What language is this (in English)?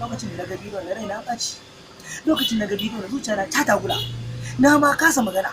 Hausa